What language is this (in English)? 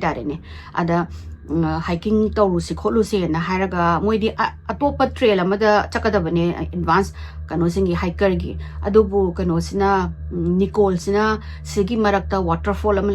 Manipuri